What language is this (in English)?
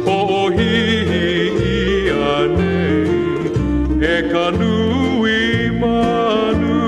Hawaiian